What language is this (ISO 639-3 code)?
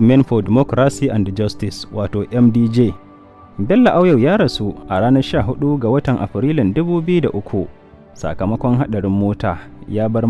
hau